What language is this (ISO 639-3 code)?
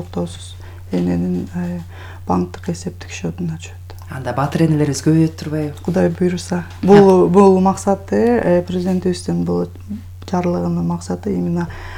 kir